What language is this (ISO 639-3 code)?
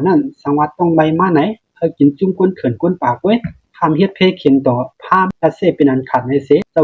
shn